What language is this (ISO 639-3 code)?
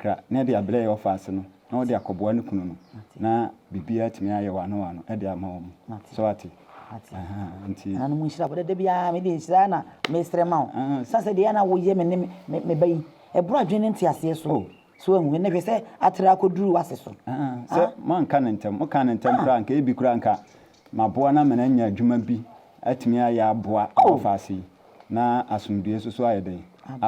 aka